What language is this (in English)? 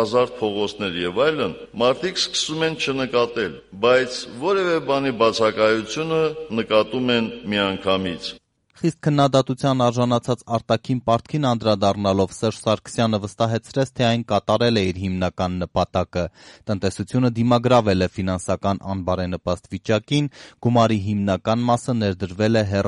Armenian